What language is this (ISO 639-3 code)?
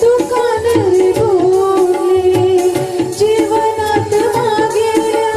kok